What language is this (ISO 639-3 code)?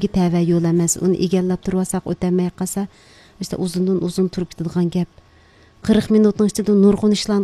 uig